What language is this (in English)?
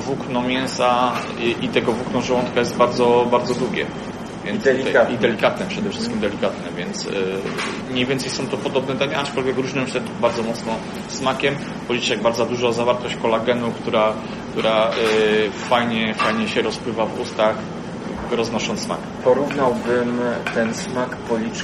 Polish